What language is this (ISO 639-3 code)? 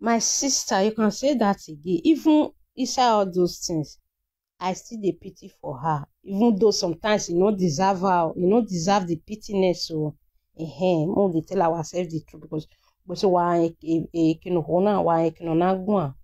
pcm